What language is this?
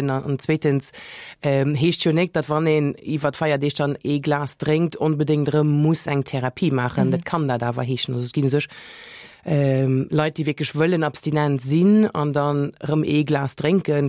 Luxembourgish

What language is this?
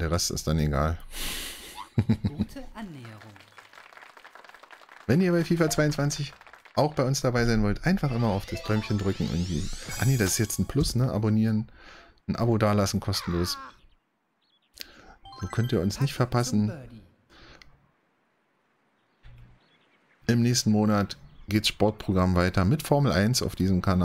German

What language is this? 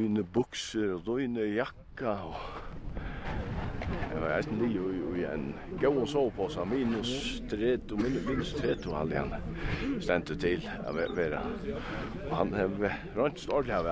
Faroese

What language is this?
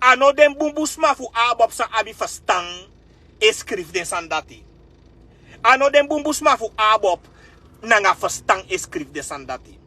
Sranan Tongo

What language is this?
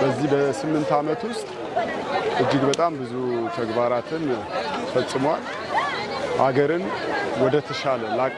Amharic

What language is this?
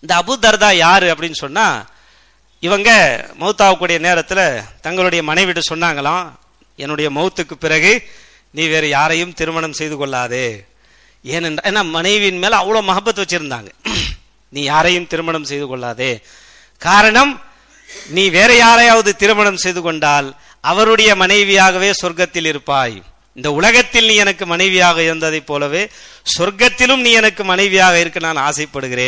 Tamil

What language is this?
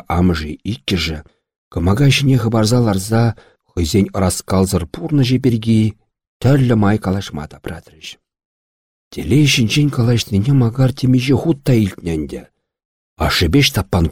Chuvash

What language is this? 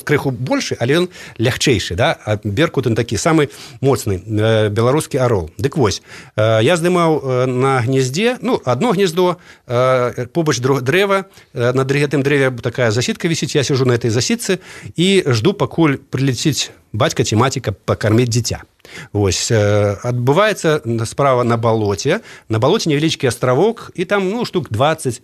Belarusian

